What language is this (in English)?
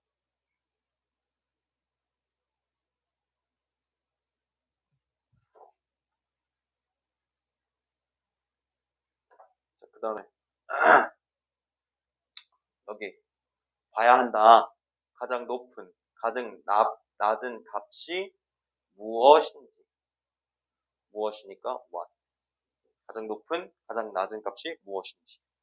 Korean